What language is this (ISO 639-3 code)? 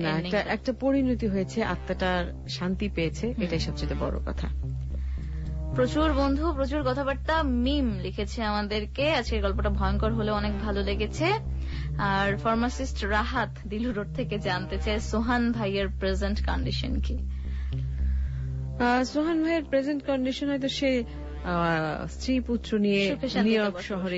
ben